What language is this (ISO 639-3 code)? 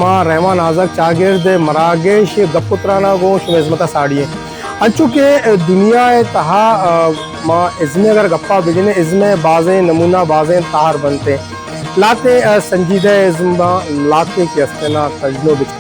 bal